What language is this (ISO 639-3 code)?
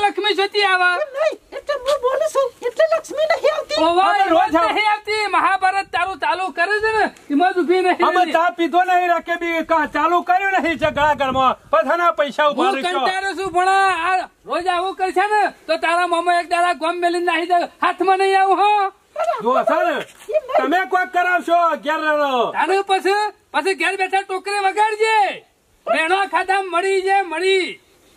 guj